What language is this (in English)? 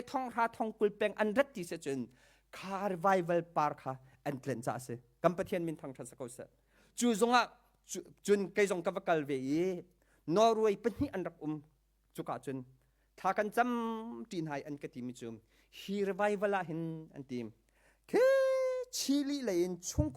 Hakha Chin